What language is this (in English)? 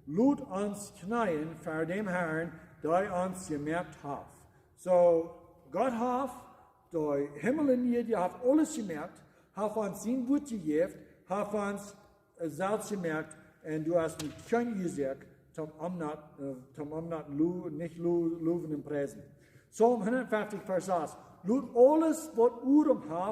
Plautdietsch